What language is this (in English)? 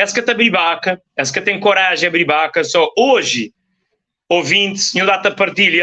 Kabuverdianu